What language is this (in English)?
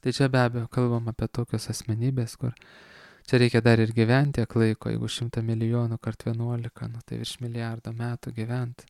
Lithuanian